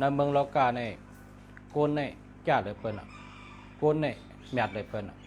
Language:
Shan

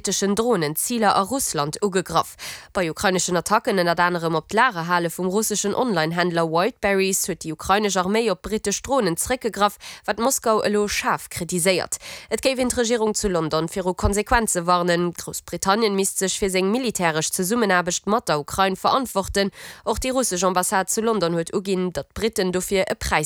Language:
Luxembourgish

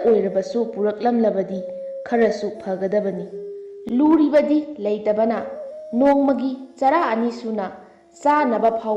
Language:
Manipuri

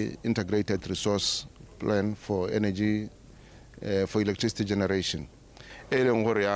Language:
Tswana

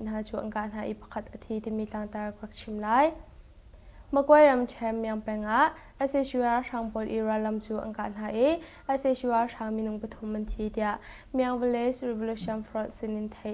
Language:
Hakha Chin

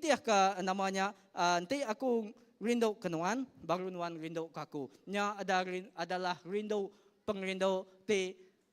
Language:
Iban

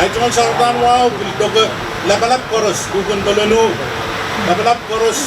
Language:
Pohnpeian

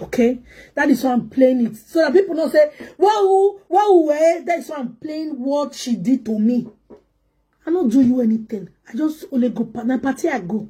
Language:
Nigerian Pidgin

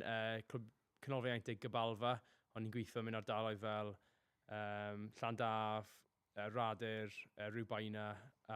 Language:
Welsh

